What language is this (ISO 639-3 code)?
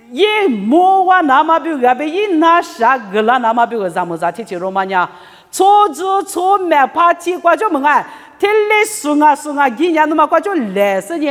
lis